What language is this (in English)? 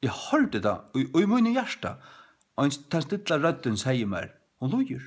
Faroese